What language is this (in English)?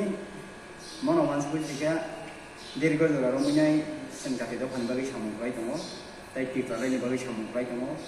Kok Borok